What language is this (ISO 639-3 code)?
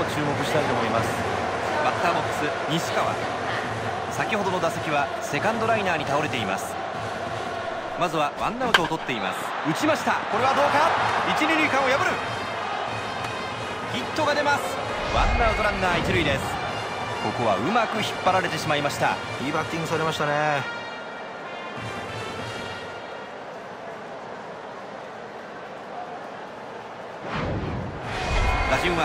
jpn